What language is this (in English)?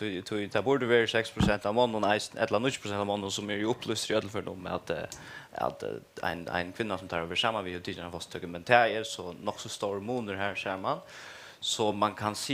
Faroese